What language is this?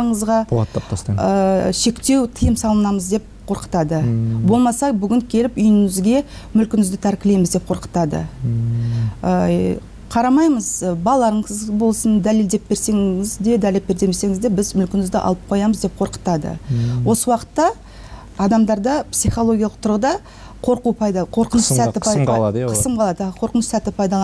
Kazakh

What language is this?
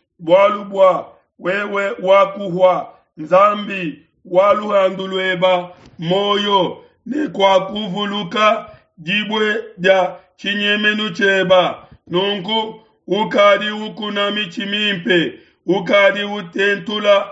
Luba-Lulua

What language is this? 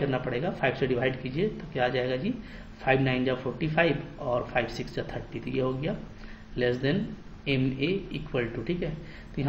Hindi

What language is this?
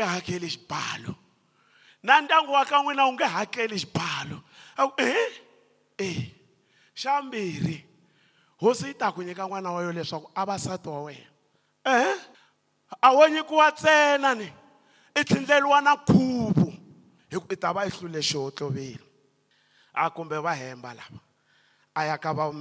Tsonga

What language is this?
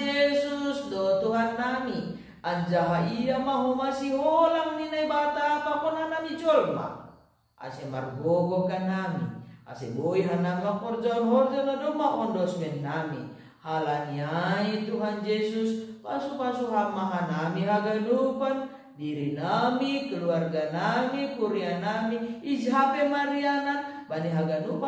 Batak Simalungun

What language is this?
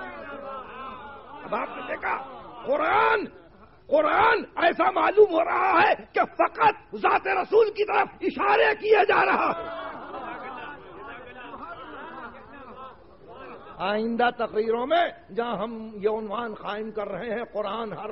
Urdu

